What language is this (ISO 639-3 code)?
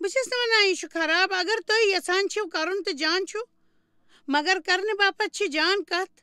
kas